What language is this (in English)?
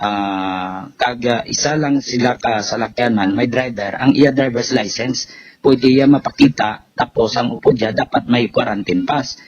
Hiligaynon